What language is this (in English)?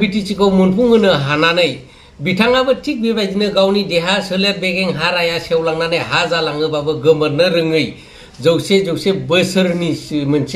Bodo